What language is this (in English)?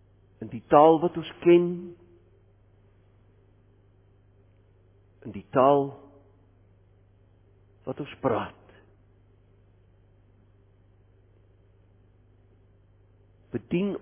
Afrikaans